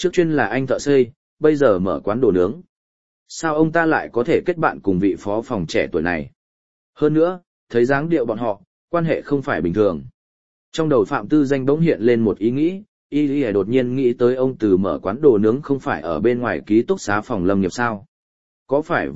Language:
Vietnamese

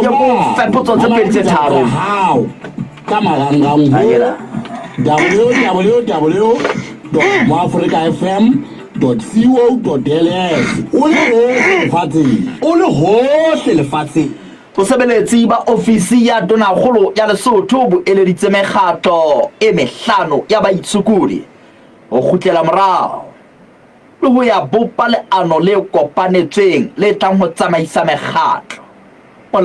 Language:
Southern Sotho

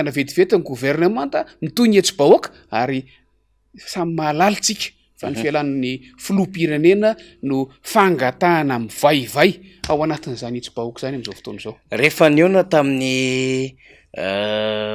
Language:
Malagasy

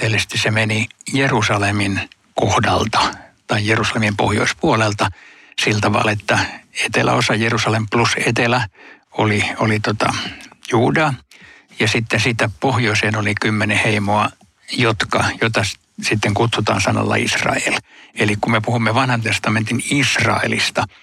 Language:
Finnish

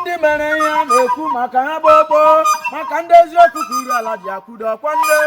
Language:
Igbo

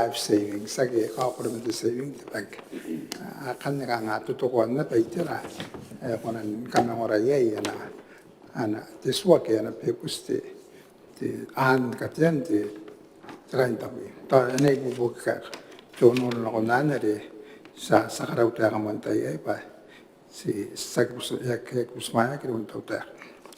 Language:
Gilbertese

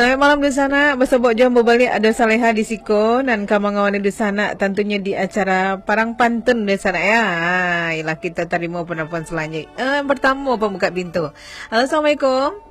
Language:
Minangkabau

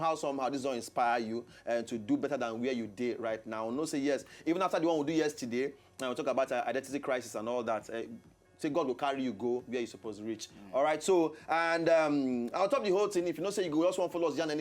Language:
Nigerian Pidgin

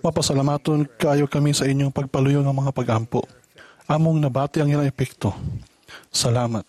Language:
Cebuano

